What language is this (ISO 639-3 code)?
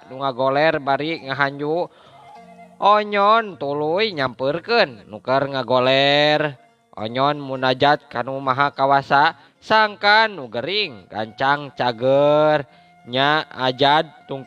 sun